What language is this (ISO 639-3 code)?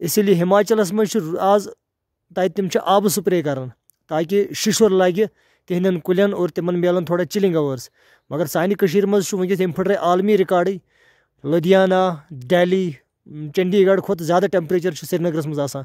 kas